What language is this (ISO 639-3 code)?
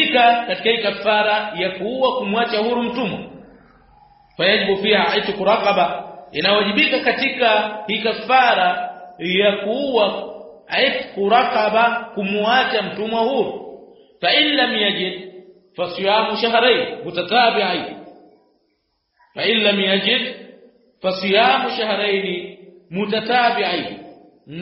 swa